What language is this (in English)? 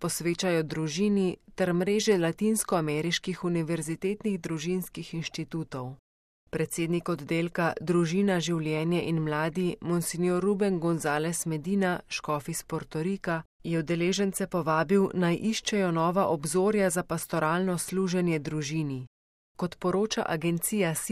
Slovenian